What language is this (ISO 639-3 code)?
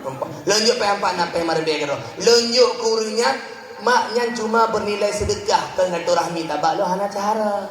ace